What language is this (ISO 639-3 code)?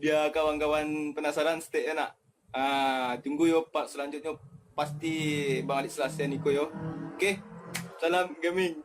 min